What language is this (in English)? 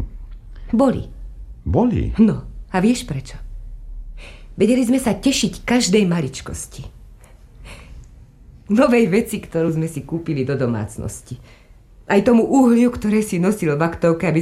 Slovak